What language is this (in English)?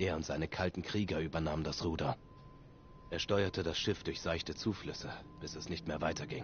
Swiss German